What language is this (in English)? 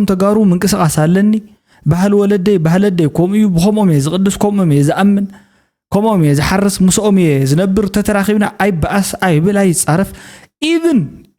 Tigrinya